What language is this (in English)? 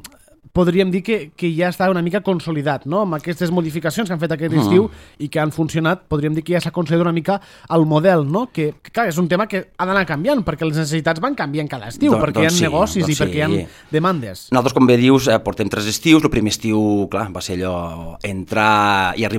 Catalan